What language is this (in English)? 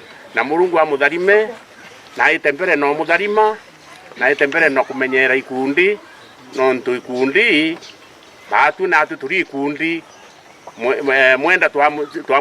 Meru